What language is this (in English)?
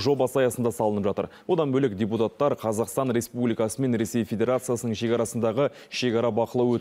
Kazakh